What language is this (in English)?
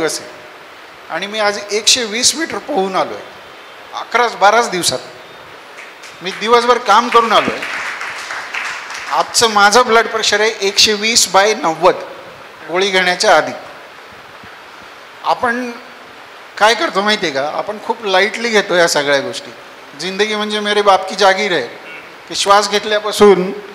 Marathi